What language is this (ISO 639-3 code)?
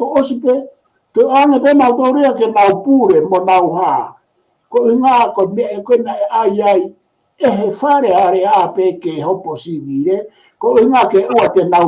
ton